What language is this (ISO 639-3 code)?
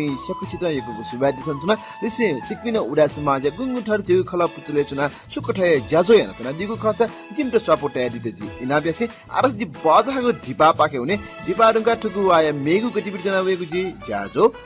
new